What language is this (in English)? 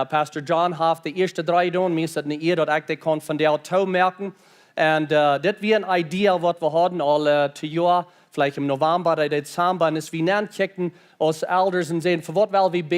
Plautdietsch